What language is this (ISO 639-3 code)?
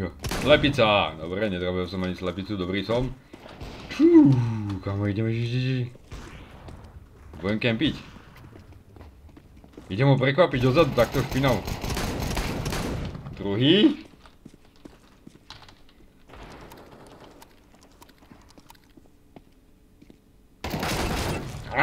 slk